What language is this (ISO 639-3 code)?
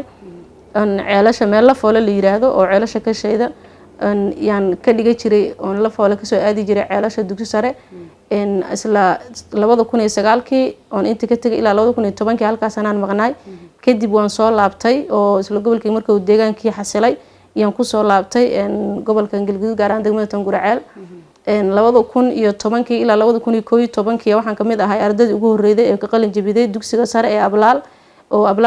som